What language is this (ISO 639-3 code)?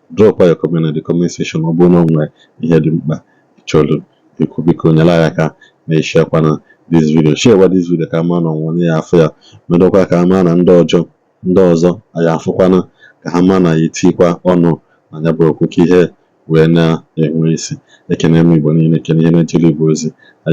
ibo